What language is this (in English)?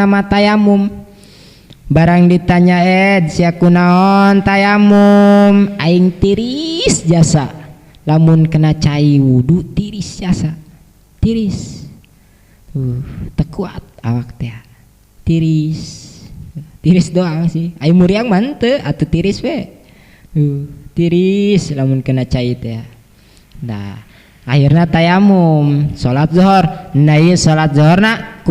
Sundanese